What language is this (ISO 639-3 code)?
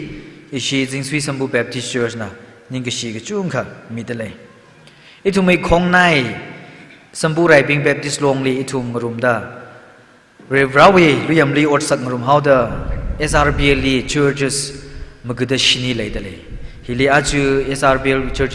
nmf